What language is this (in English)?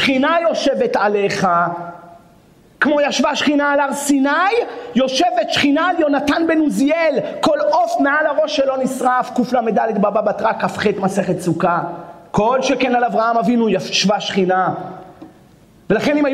Hebrew